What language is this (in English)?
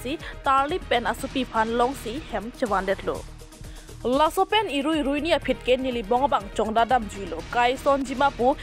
Karbi